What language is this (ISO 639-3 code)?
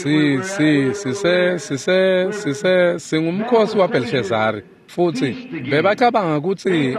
ssw